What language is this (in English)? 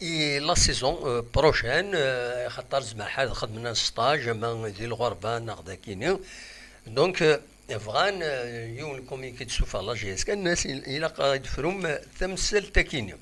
Kabyle